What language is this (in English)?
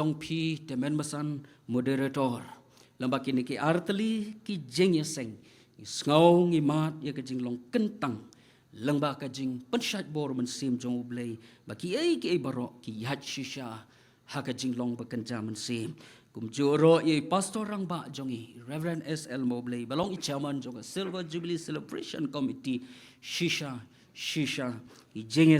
Khasi